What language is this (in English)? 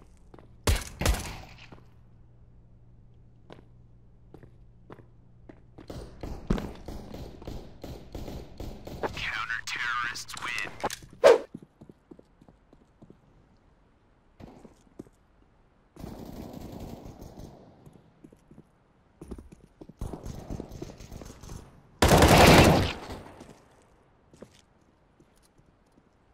English